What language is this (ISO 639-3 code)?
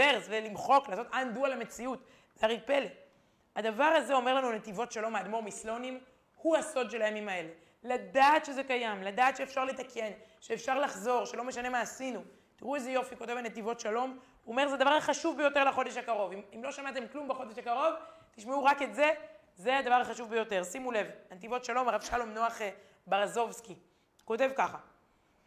heb